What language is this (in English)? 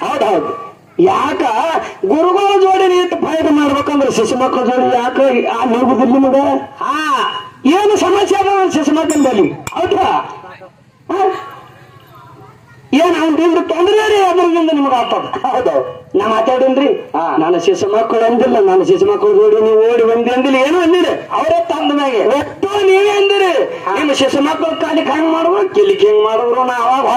Kannada